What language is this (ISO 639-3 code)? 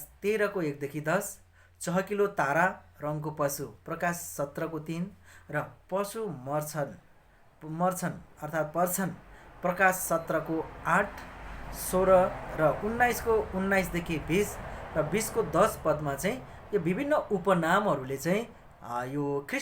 nep